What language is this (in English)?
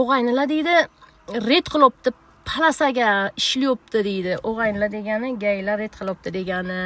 Uzbek